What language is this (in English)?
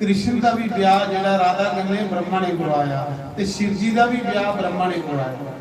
Dogri